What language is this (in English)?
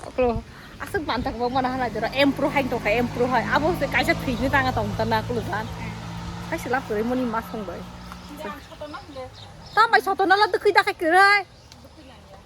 Kok Borok